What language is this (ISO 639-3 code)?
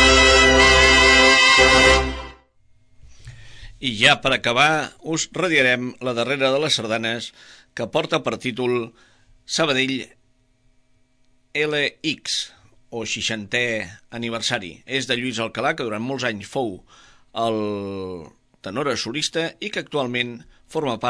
cat